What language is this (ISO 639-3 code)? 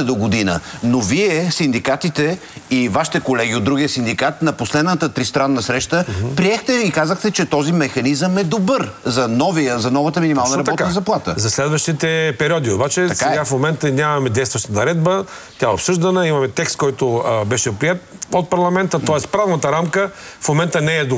bul